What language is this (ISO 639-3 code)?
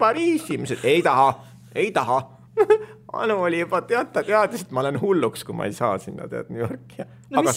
est